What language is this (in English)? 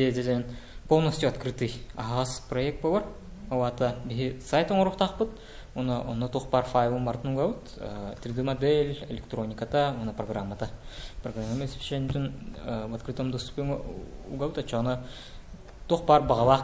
Yakut